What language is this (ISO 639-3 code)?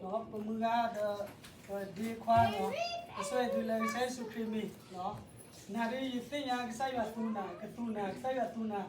ksw